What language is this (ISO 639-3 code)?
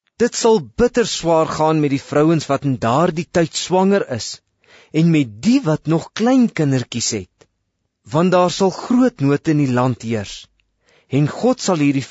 afr